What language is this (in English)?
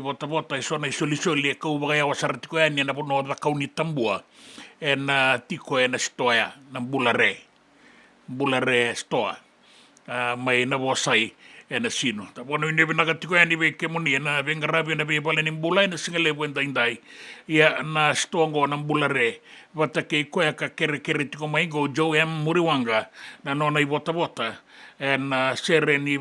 Fijian